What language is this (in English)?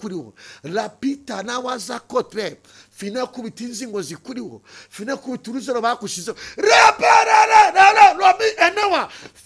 Kinyarwanda